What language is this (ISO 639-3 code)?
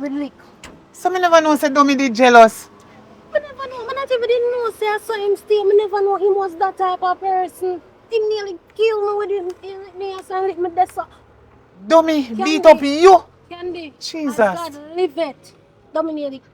jam